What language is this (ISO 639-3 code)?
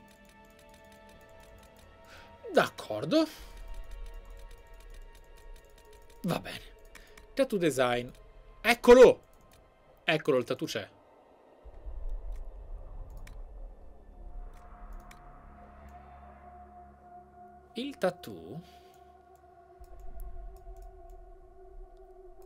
ita